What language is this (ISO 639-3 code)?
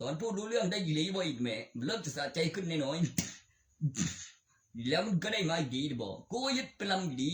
tts